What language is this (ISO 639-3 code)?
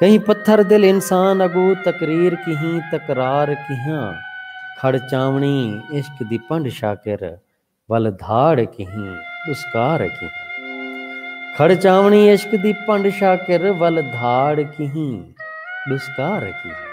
skr